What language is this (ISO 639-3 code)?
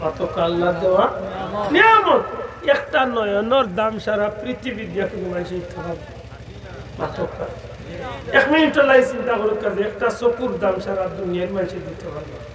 syl